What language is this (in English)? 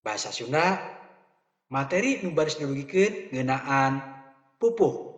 Sundanese